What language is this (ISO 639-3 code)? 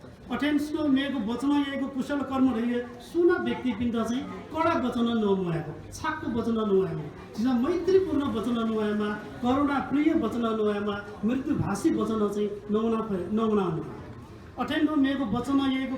new